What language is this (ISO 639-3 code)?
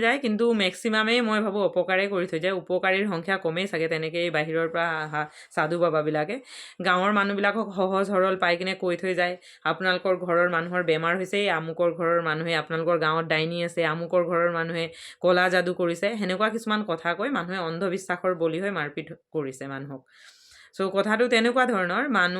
asm